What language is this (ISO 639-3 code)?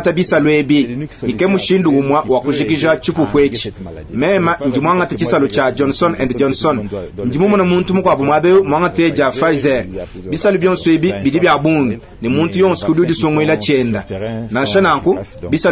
lua